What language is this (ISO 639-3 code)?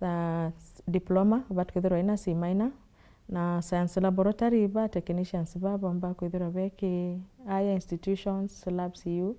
mer